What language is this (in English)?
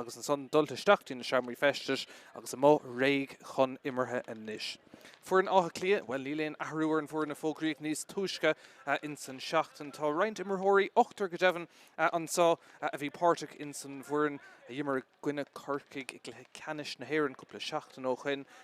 Irish